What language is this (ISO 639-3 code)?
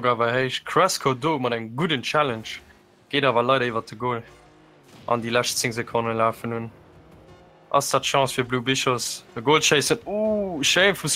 ltz